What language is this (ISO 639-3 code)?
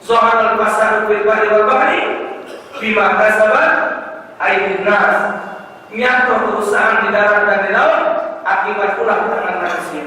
mui